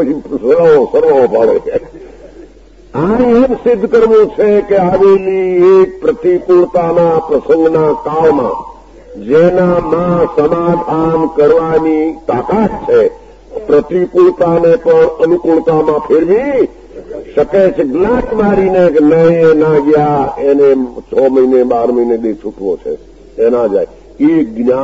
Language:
Gujarati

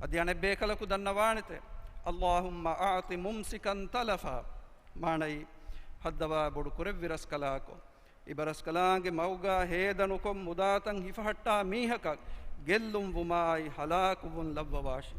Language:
Divehi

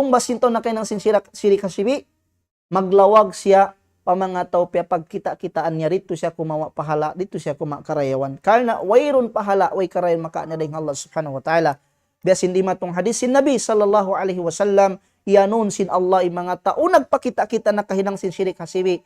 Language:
Tausug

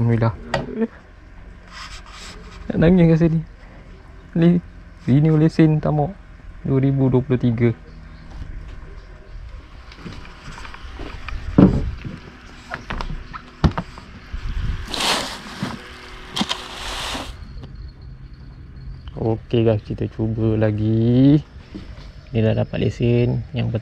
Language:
Malay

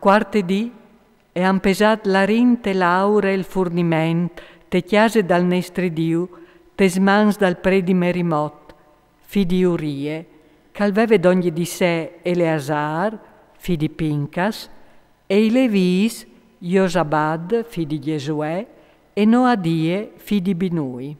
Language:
Friulian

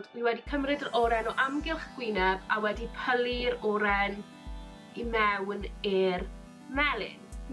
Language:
Welsh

